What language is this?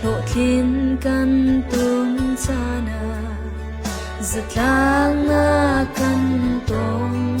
Falam Chin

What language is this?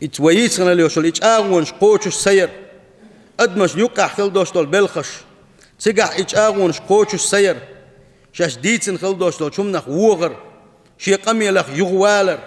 Chechen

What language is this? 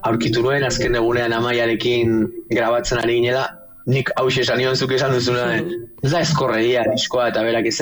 Basque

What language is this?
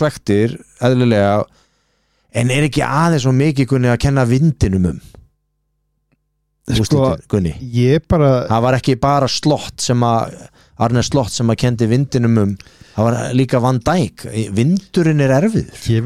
Icelandic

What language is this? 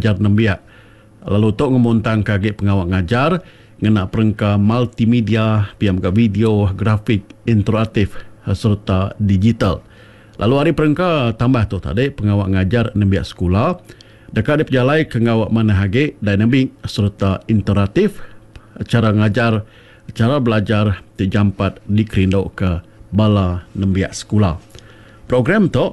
Iban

